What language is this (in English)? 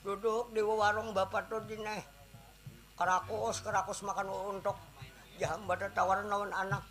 Banjar